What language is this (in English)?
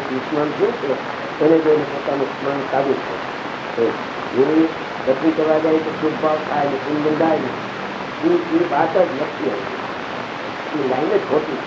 Gujarati